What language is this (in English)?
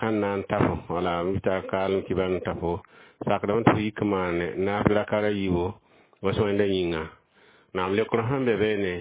Mossi